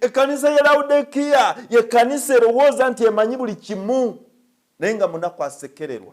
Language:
Ganda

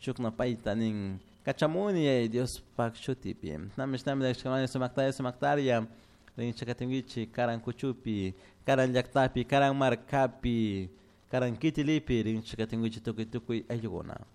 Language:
Chimborazo Highland Quichua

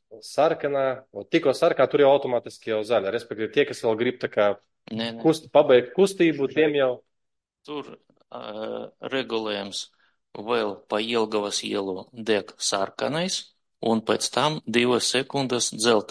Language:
Latvian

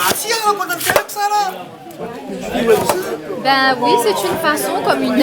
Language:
Réunion Creole French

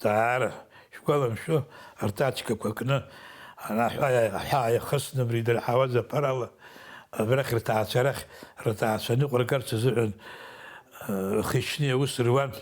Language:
Abkhazian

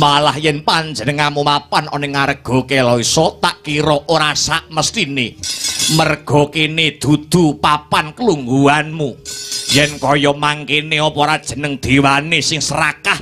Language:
Javanese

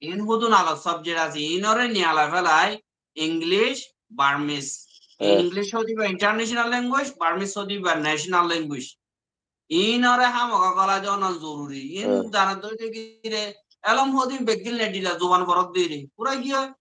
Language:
Rohingya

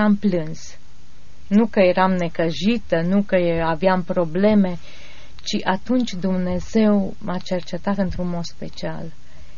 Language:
Romanian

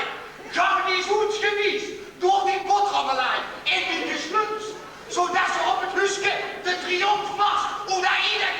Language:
Limburgish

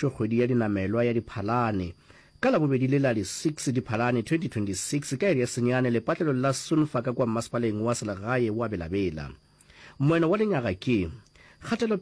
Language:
Northern Sotho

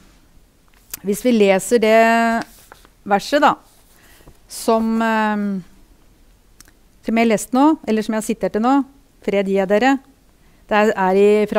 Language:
Norwegian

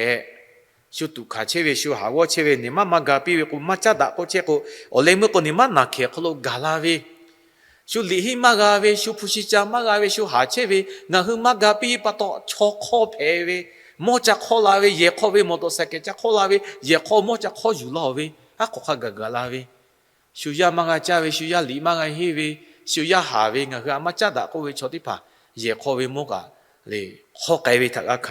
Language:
Lahu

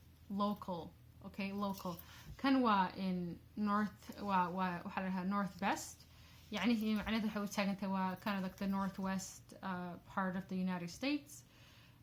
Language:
Somali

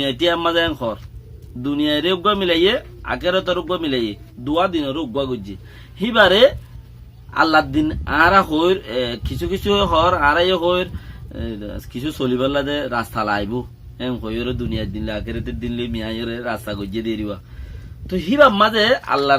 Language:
Rohingya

